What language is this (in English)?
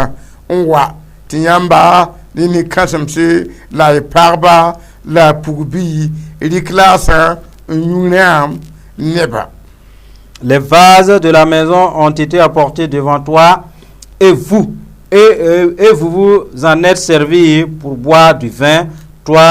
Mossi